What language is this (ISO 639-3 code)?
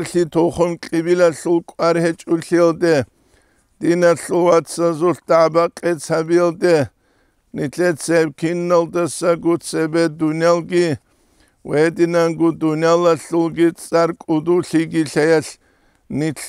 ava